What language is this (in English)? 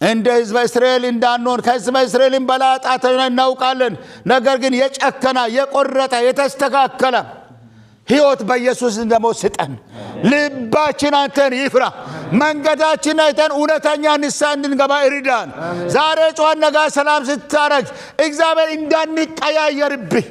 Amharic